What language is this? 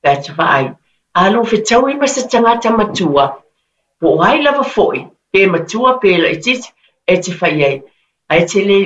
Samoan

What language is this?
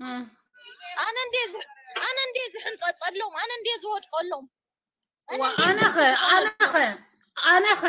Tigrinya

